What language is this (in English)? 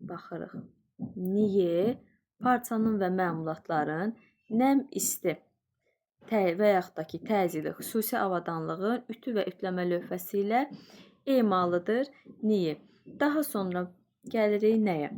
Azerbaijani